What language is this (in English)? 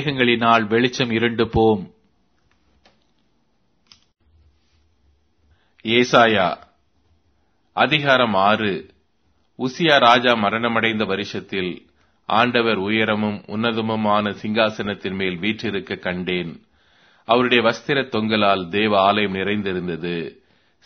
Tamil